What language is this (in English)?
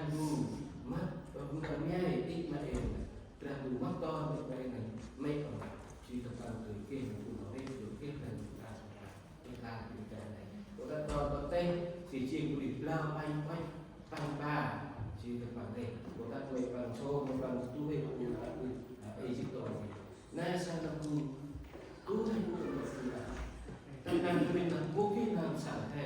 Central Mnong